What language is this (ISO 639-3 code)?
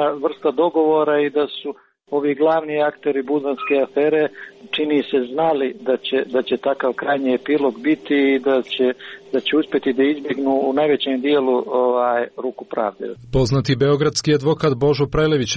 srp